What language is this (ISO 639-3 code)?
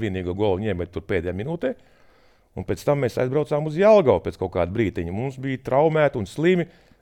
lav